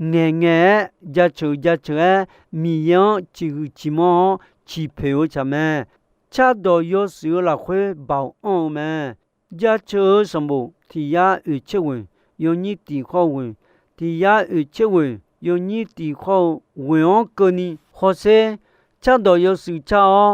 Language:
Akha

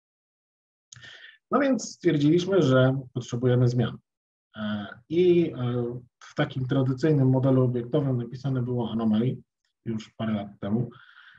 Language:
Polish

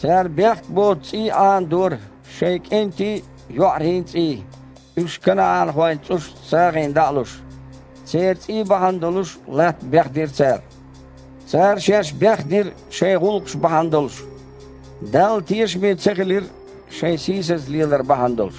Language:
Chechen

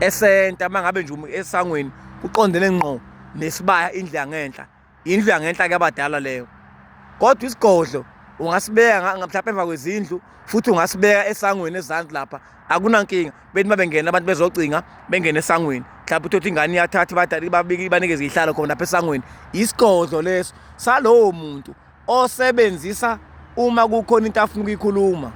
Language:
Zulu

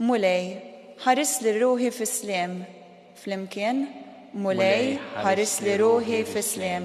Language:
Maltese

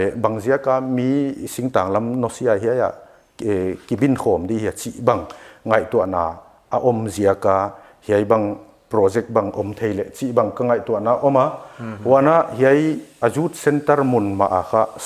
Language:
Paite Chin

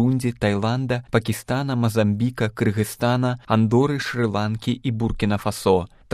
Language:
Belarusian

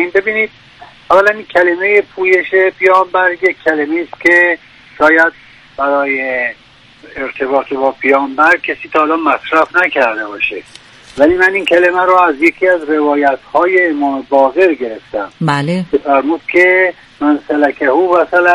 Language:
Persian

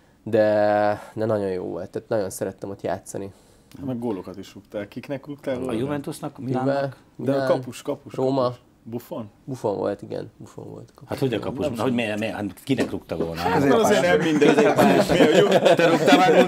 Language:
Hungarian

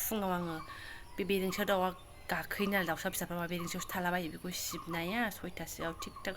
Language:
Bodo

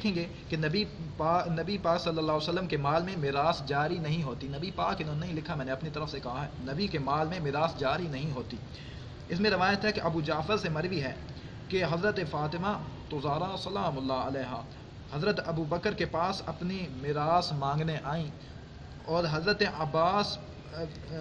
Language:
Urdu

